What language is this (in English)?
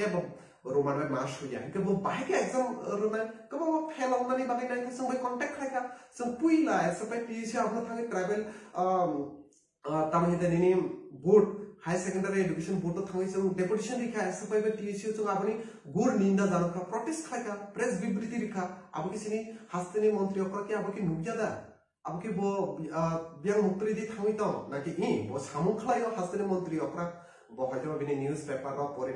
Kok Borok